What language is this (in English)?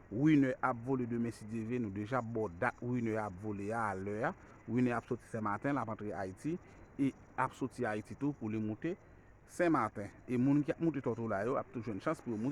Haitian Creole